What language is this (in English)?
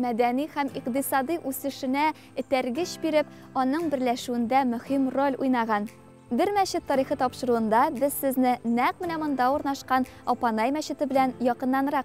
Tatar